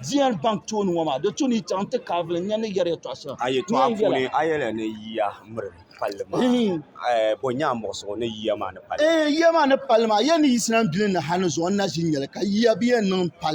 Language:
Dagbani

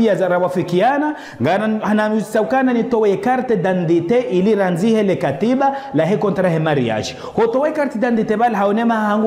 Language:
Ngazidja Comorian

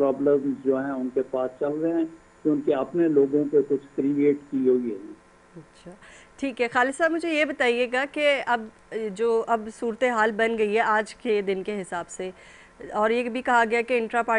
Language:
Urdu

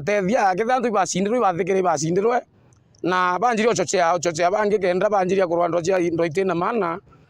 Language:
Meru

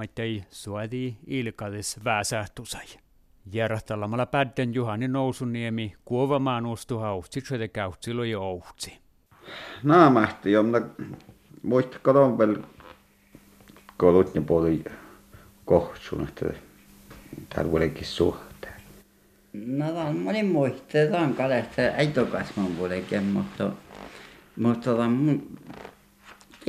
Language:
Finnish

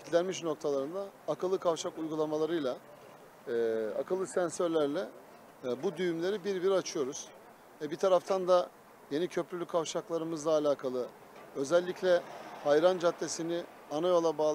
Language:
Turkish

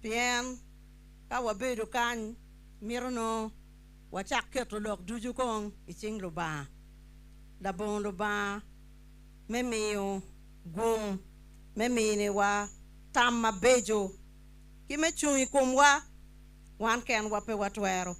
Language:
Acoli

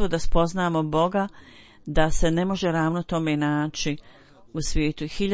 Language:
Bosnian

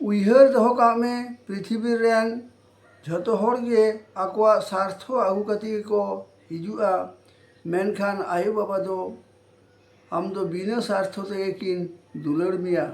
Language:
Santali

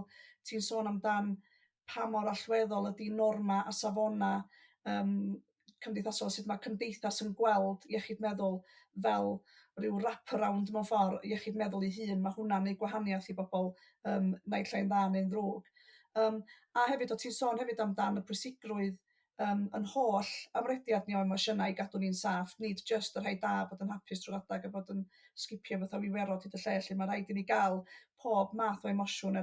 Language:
Welsh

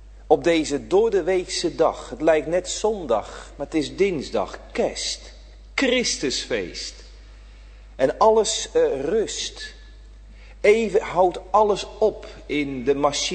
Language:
Dutch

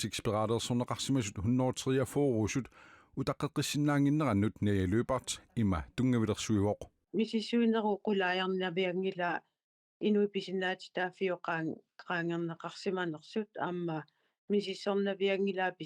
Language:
Kalaallisut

